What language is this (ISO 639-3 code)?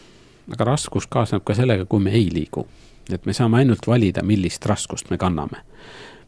est